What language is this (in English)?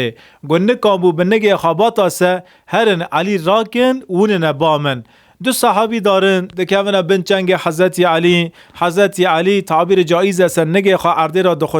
Kurdish